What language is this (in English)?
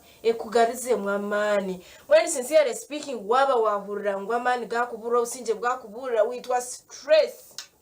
Nyankole